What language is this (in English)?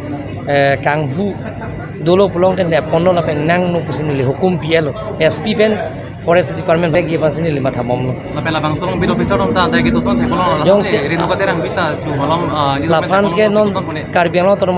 Karbi